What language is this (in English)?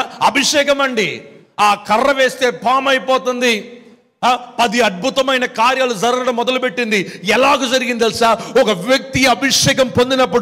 Telugu